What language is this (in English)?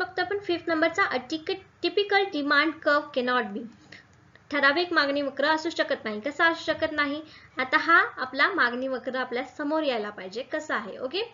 Marathi